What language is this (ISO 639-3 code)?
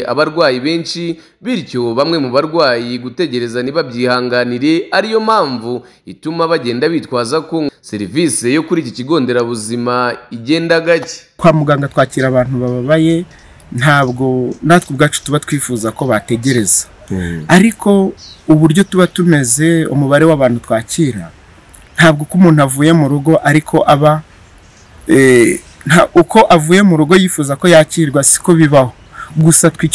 kin